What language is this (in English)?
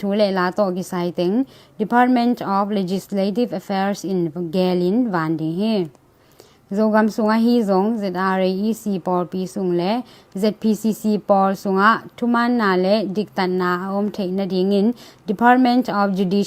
Tedim Chin